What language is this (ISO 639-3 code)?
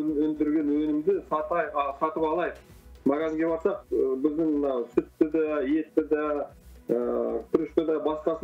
kaz